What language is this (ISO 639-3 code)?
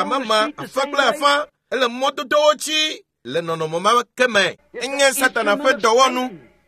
ewe